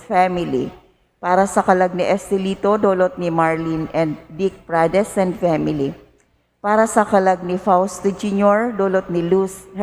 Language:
Bikol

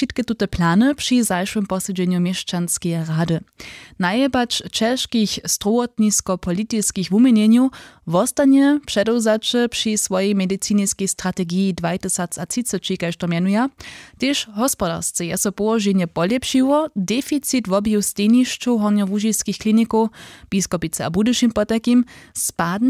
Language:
Upper Sorbian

